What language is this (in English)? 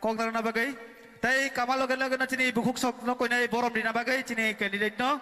Kok Borok